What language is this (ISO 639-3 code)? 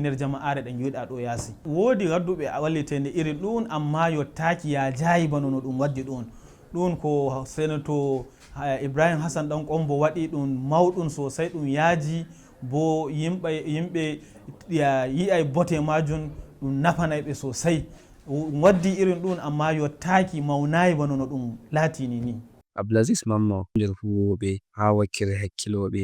ful